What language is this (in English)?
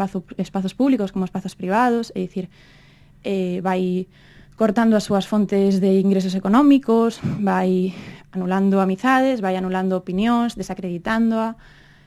Galician